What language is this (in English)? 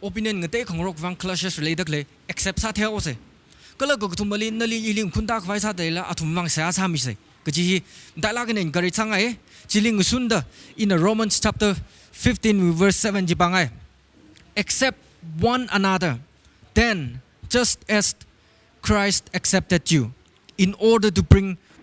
Tangkhul Naga (India)